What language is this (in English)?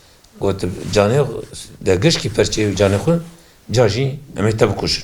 Kurdish